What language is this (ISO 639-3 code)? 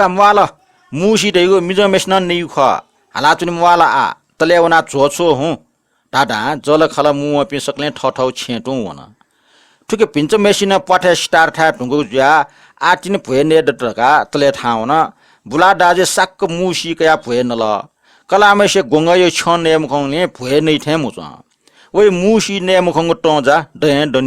new